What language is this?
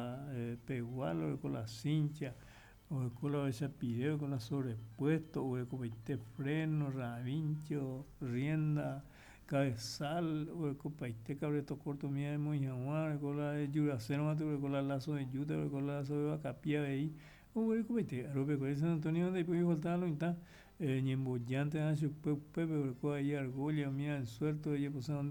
Guarani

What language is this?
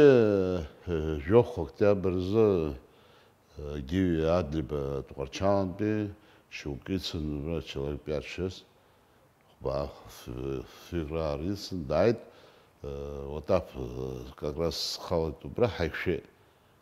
Abkhazian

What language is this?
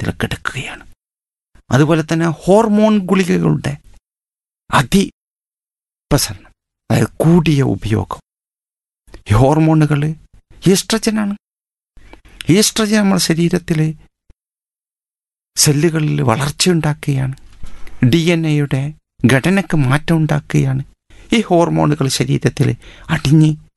Malayalam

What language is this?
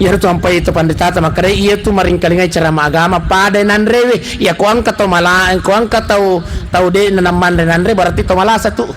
Buginese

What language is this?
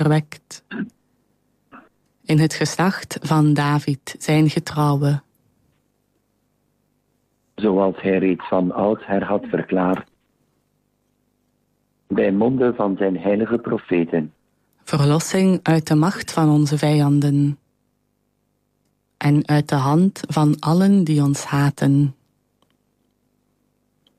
Dutch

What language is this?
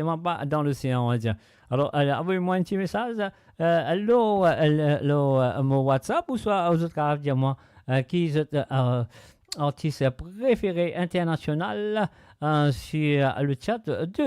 Morisyen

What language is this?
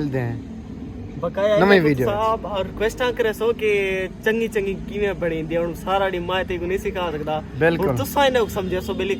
Saraiki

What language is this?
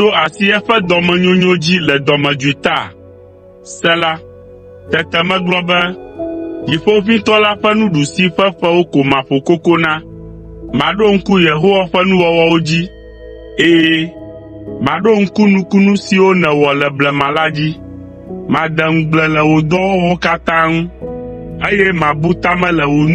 Ewe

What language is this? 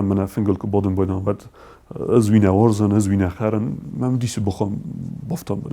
Ossetic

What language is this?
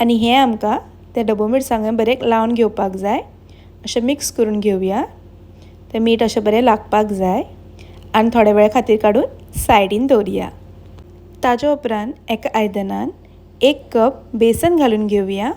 Konkani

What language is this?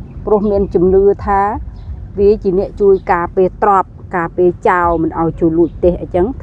Khmer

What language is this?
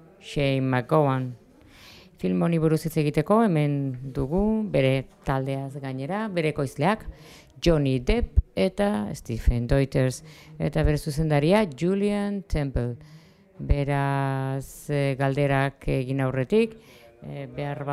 Basque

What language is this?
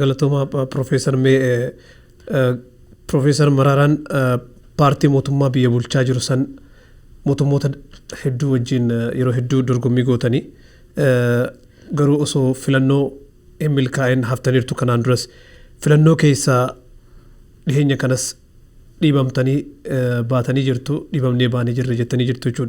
Oromo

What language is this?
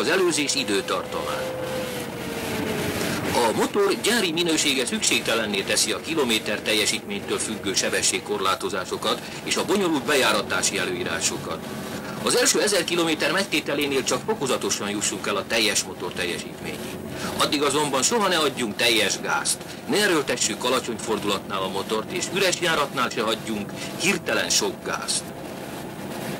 Hungarian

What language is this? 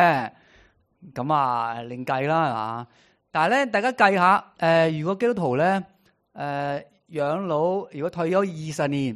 Cantonese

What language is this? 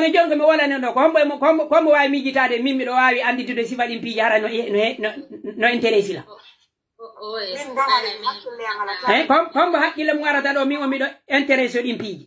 Pular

